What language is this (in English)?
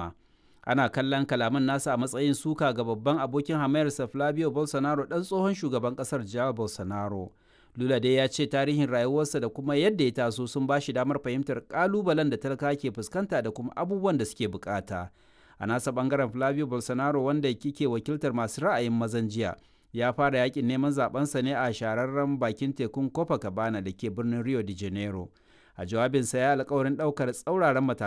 Hausa